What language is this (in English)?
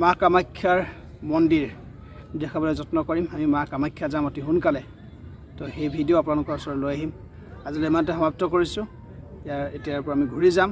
Assamese